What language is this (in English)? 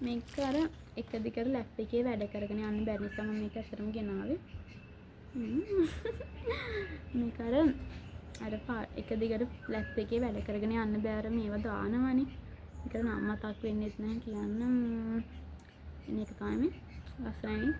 Sinhala